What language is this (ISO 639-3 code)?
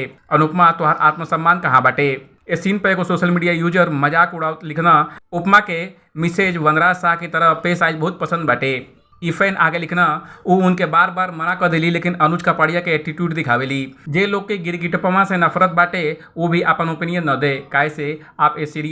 bho